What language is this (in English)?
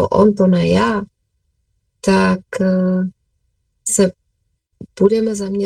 Czech